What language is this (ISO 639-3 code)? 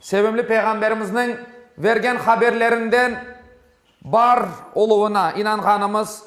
crh